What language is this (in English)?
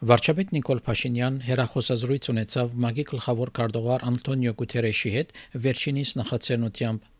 Armenian